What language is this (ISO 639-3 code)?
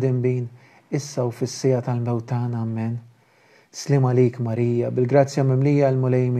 mlt